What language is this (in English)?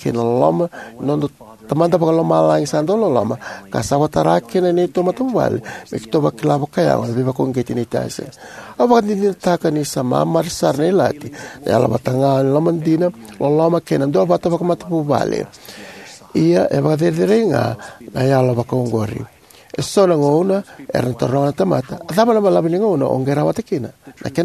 Fijian